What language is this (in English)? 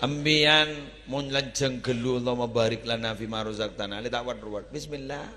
Madurese